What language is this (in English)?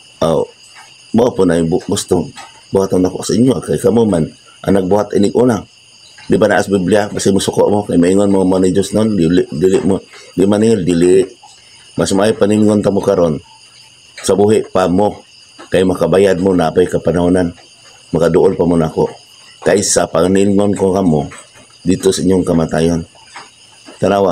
Cebuano